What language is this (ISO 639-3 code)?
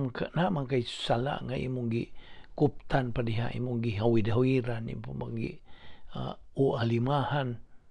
ceb